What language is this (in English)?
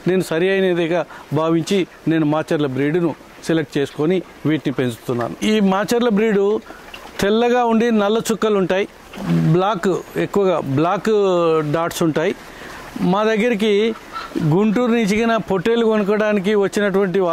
Telugu